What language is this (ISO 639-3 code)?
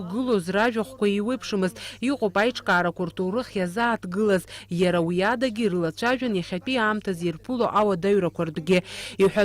abk